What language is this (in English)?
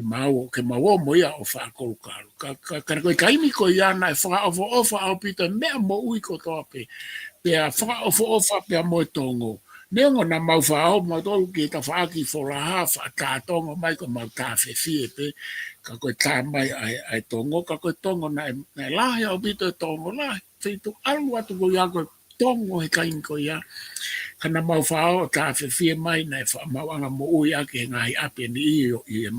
Tongan